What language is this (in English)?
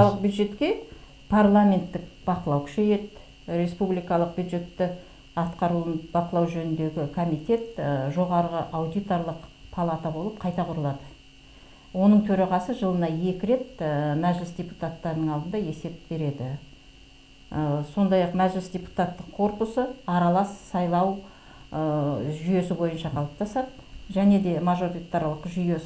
Kazakh